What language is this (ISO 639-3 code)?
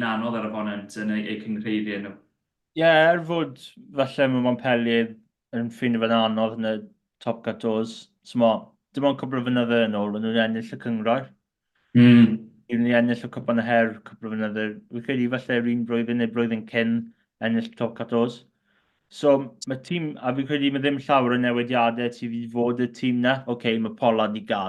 cym